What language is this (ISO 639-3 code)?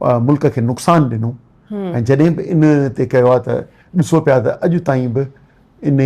snd